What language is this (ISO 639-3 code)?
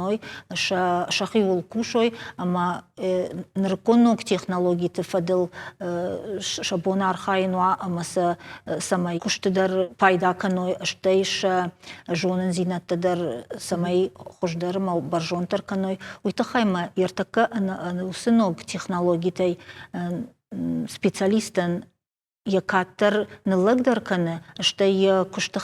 oss